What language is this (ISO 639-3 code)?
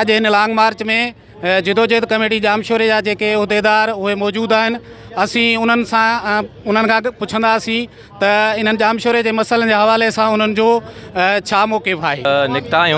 snd